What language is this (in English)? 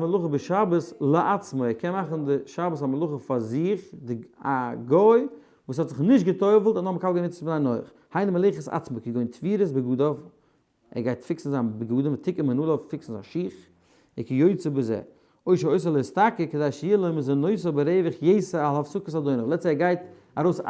Yiddish